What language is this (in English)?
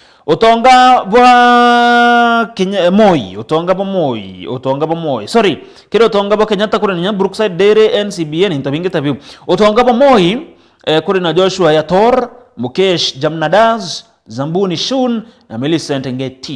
Meru